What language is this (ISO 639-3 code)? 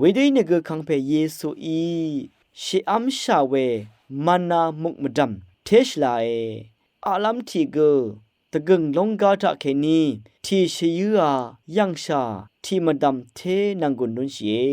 raw